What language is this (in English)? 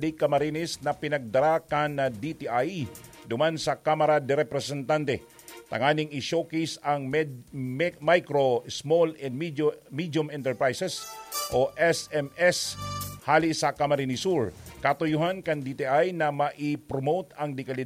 Bikol